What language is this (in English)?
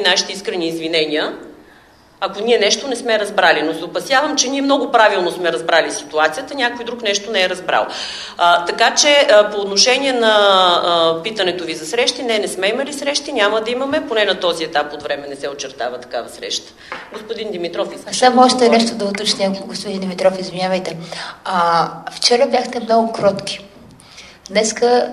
Bulgarian